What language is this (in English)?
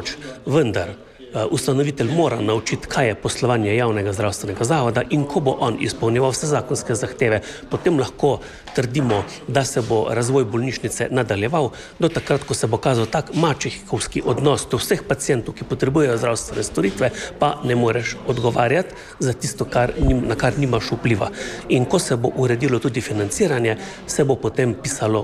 Slovenian